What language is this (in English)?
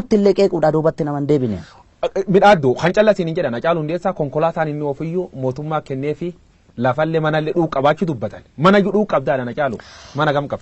Oromo